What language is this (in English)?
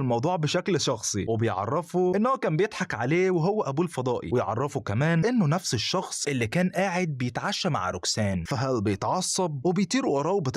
Egyptian Arabic